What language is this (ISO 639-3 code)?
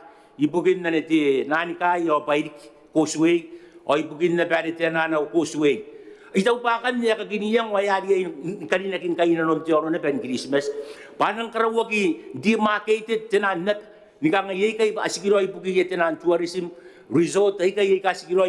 gil